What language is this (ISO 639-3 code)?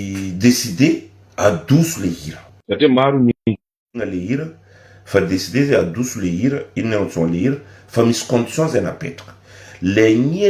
mlg